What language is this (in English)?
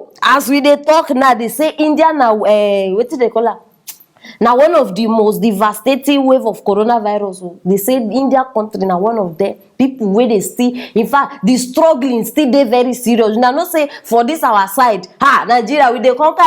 Nigerian Pidgin